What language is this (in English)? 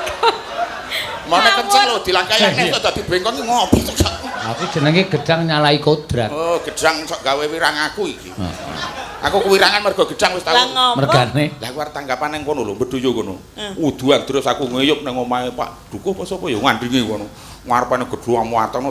Javanese